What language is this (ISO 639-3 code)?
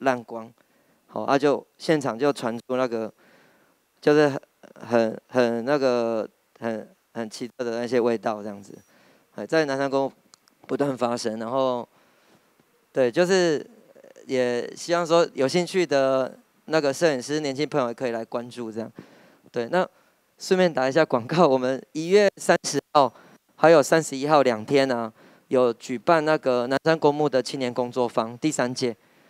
zho